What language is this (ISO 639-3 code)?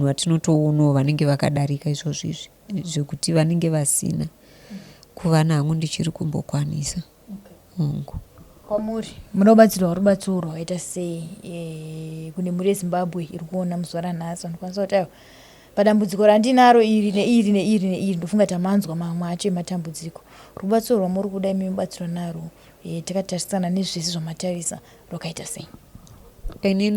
sna